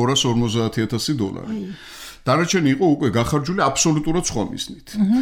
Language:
Georgian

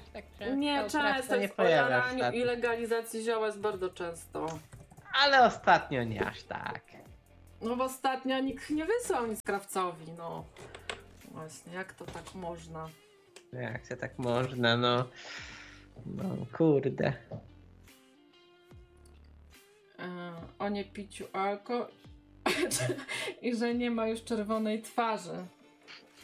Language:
Polish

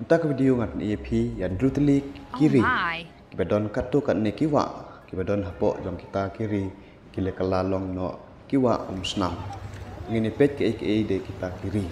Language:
Khasi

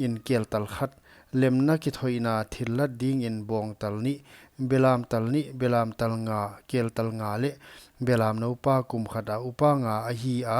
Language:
Paite Chin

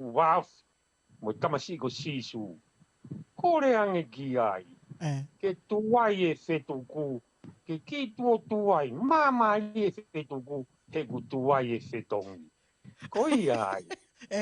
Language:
Tongan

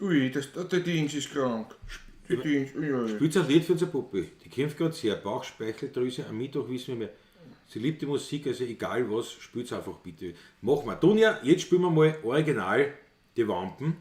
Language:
Bavarian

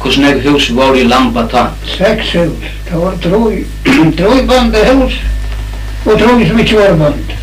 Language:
Faroese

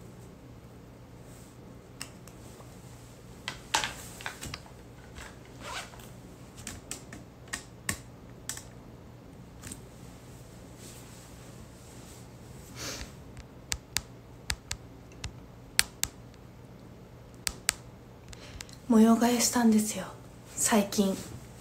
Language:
Japanese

